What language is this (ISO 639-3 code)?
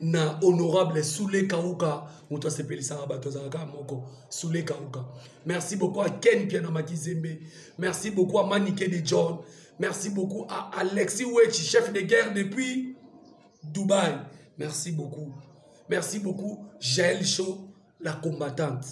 lin